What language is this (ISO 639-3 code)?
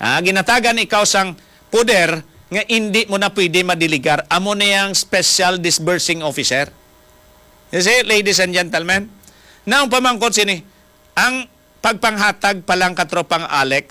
hil